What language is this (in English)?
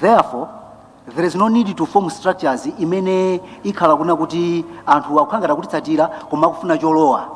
Nyanja